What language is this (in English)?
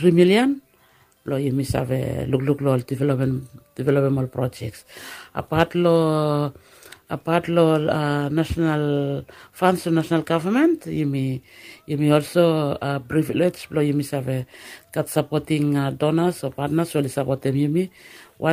Bislama